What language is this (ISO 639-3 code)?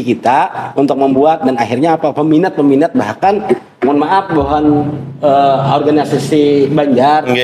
bjn